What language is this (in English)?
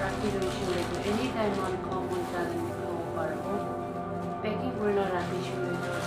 Naga Pidgin